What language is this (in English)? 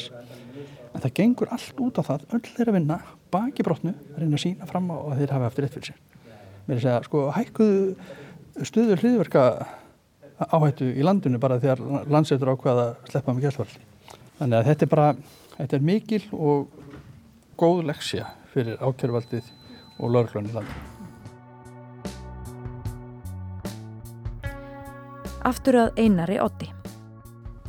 Icelandic